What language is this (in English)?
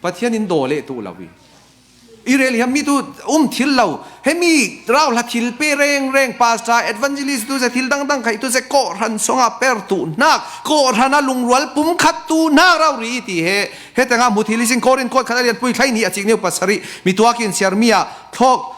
Falam Chin